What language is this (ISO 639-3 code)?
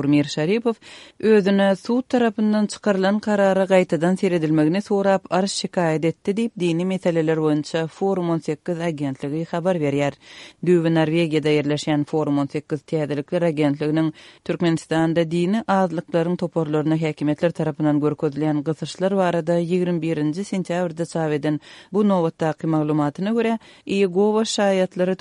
tuk